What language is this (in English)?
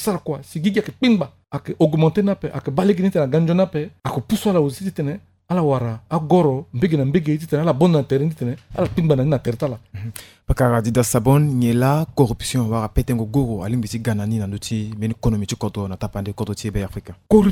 Sango